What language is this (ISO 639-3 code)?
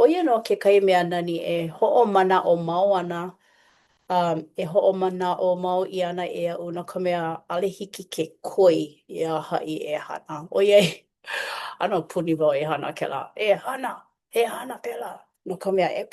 haw